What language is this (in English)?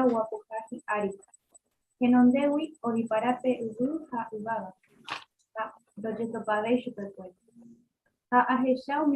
Guarani